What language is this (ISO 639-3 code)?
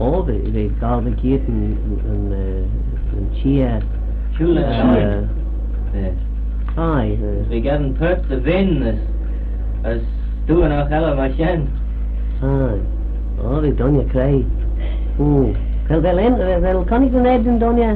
glv